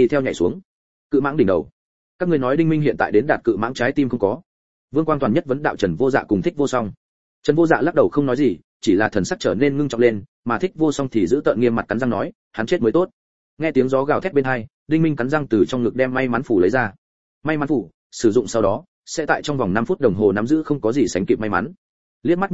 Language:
Vietnamese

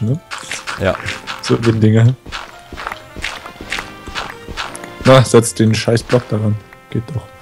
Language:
German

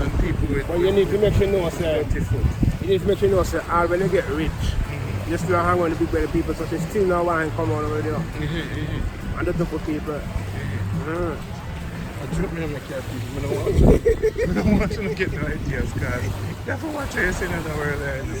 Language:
Jamaican Creole English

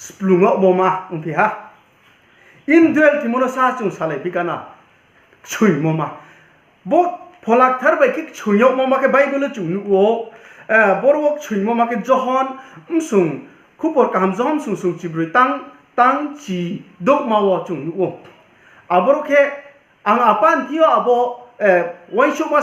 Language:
Riang (India)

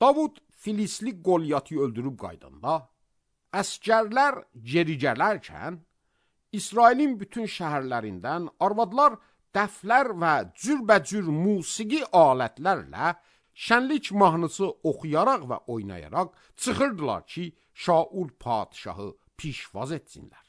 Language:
Azerbaijani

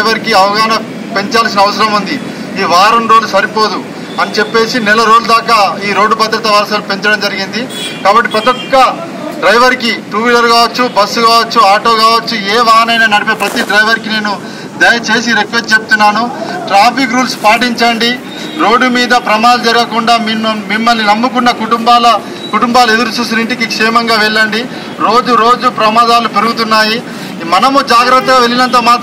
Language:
Telugu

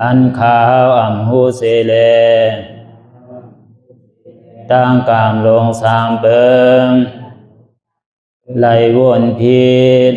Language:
Shan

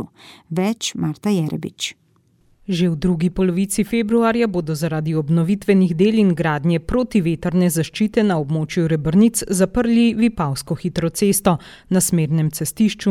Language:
Slovenian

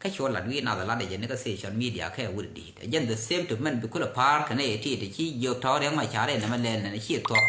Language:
Nuer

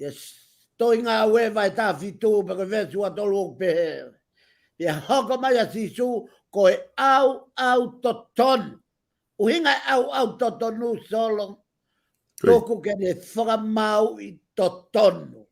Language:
Tongan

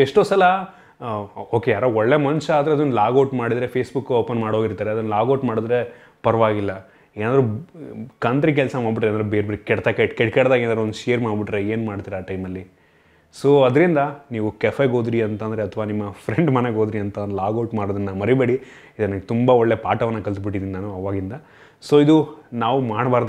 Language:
Kannada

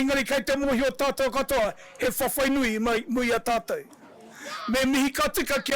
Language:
Māori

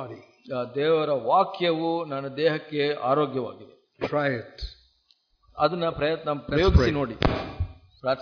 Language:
Kannada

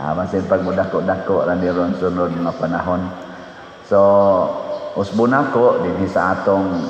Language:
Cebuano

